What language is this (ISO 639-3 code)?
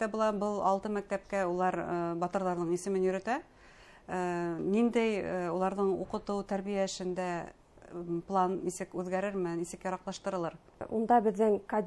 bak